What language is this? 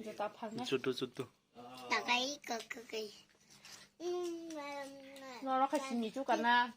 Kok Borok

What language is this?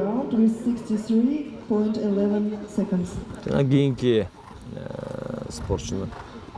Kyrgyz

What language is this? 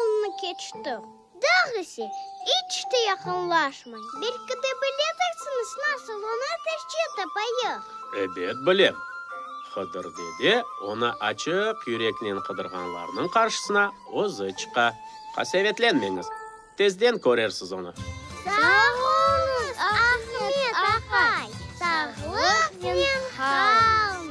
Crimean Tatar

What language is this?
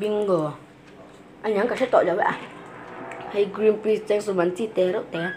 Mizo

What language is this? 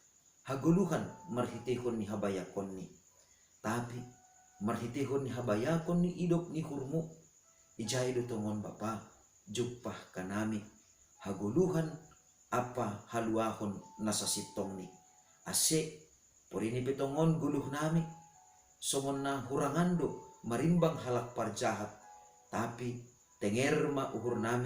Batak Simalungun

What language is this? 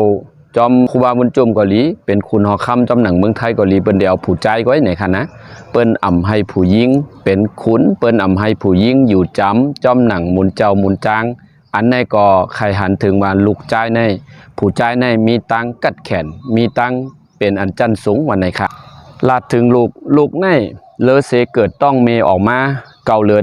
Shan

